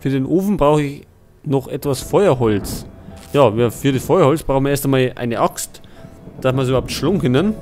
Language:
Bavarian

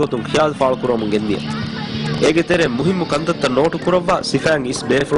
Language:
Divehi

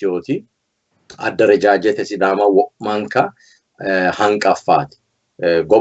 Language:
Sidamo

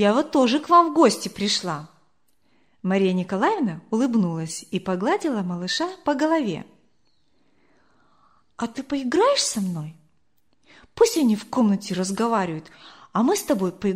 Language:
Russian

